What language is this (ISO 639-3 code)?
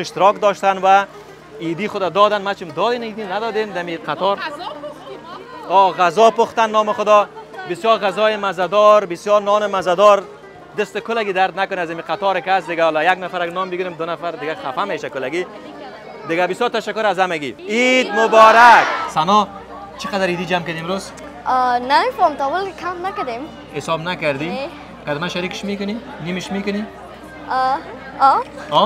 fas